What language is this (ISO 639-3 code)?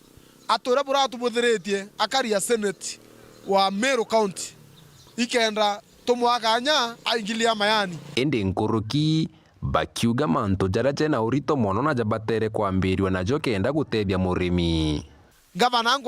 mer